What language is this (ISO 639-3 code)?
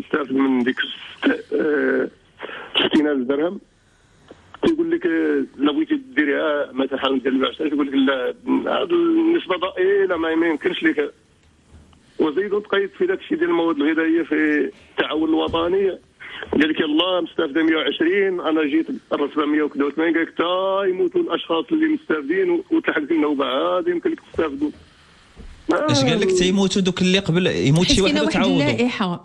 ary